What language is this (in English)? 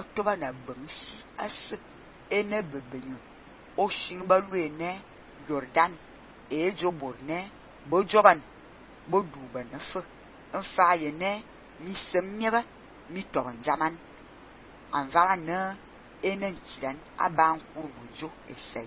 Fang